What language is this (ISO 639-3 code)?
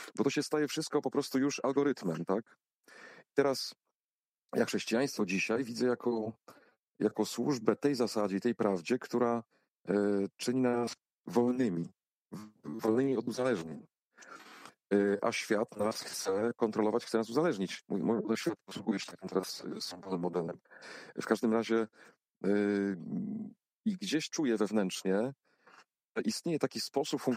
pol